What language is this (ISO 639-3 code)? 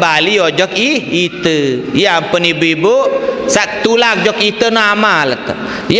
sas